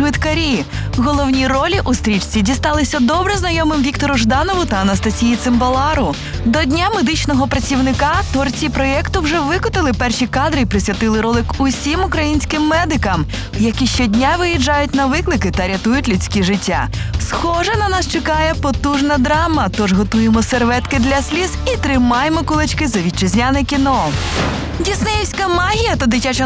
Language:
Ukrainian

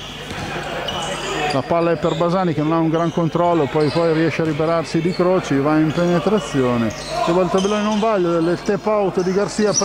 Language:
Italian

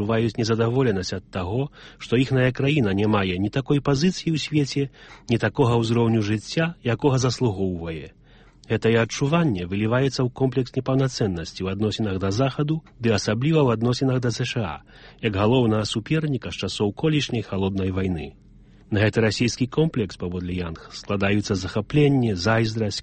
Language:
Belarusian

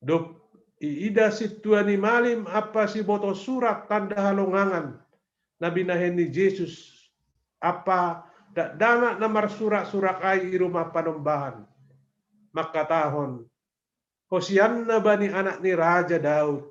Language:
Batak Simalungun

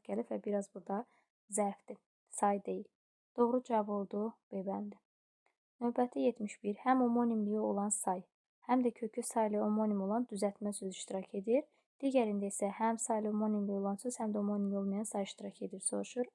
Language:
Azerbaijani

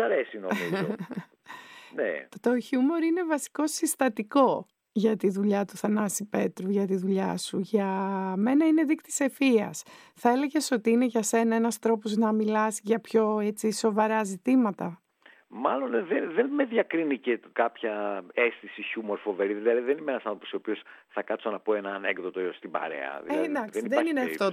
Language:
Greek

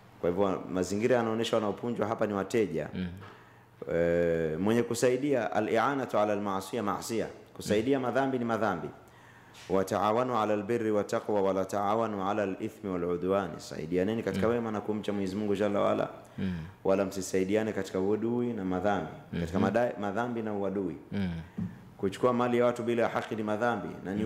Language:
Swahili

